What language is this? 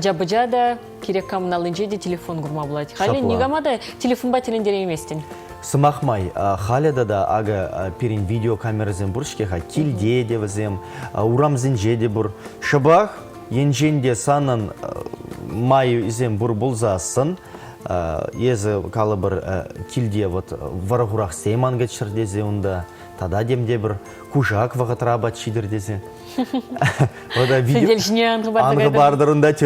Chuvash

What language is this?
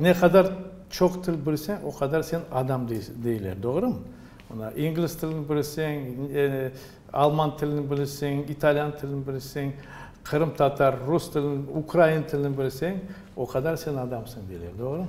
Crimean Tatar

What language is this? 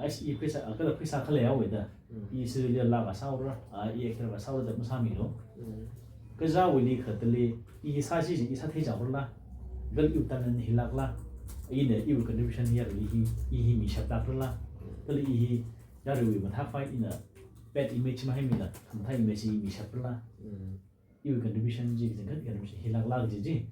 Tangkhul Naga (India)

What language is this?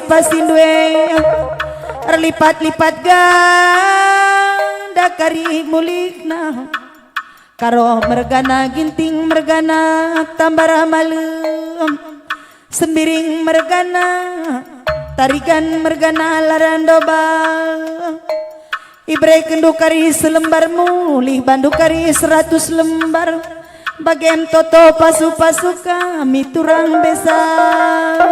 Batak Karo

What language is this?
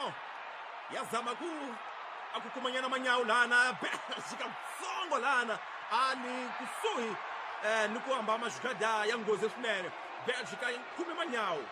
Tsonga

